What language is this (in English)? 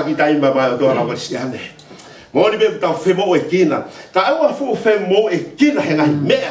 Tongan